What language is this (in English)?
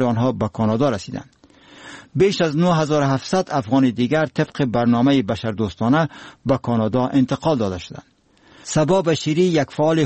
Persian